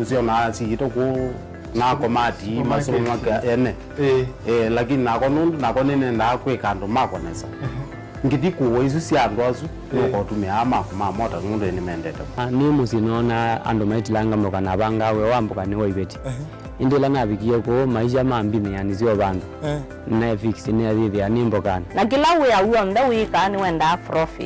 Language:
Kamba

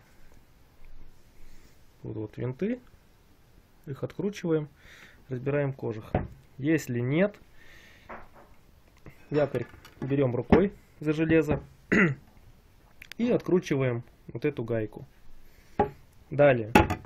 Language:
Russian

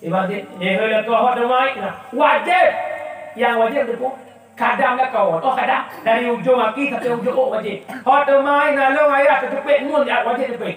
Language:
Achinese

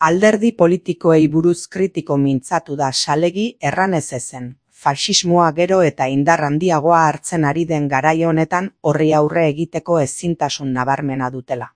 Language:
Basque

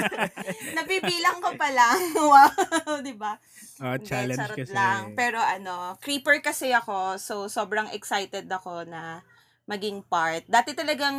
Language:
Filipino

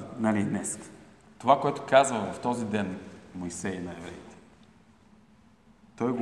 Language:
Bulgarian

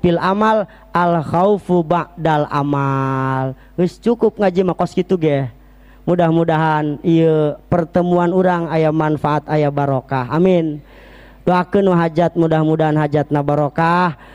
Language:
Sundanese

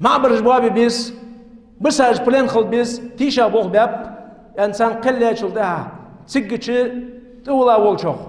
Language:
Ingush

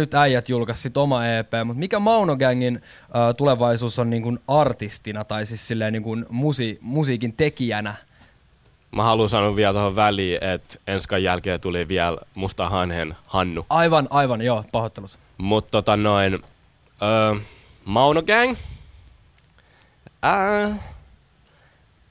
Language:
Finnish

